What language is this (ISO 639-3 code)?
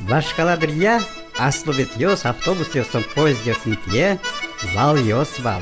udm